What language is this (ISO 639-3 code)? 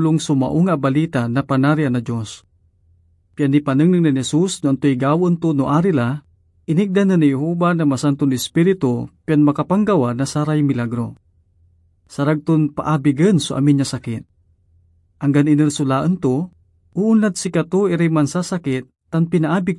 pag